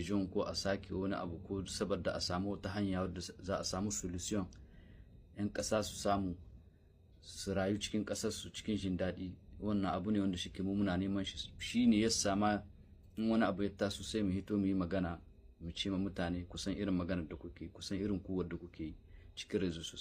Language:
Hausa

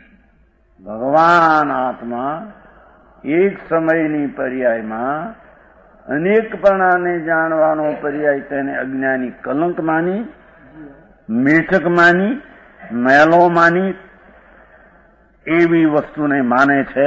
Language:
Gujarati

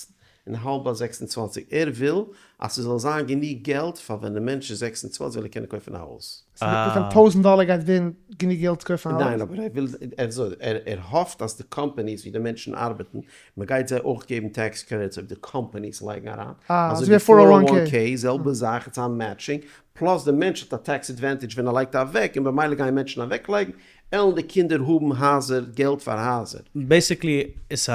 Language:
Yiddish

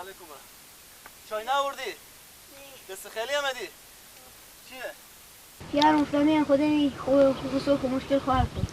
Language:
Persian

